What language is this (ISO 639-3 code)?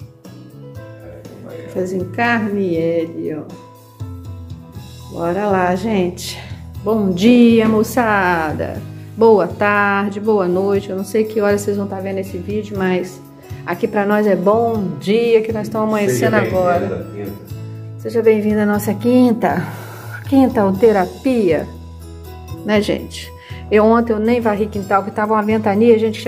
por